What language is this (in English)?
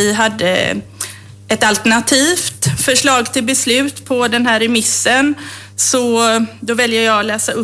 Swedish